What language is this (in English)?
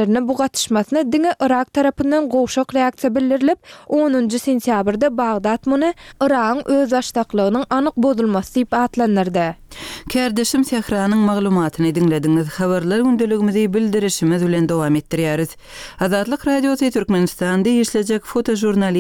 Turkmen